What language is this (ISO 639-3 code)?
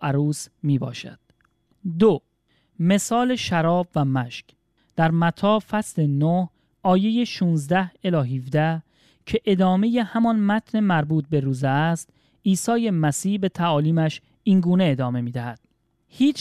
fas